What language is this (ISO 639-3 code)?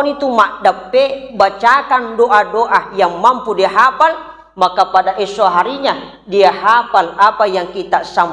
bug